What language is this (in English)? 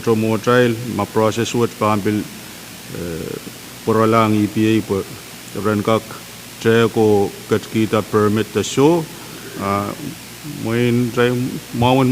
Pohnpeian